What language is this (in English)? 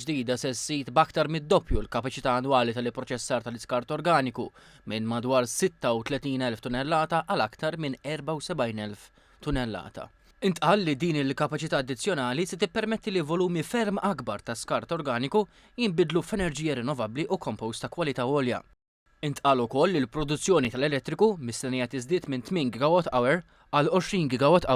Maltese